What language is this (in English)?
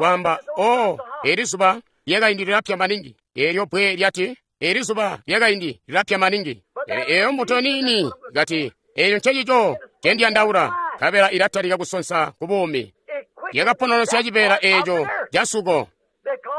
Tonga (Zambia)